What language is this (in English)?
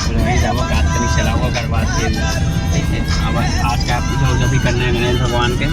Chhattisgarhi